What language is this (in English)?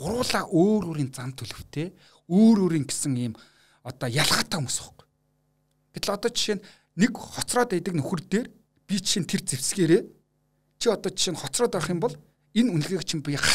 Mongolian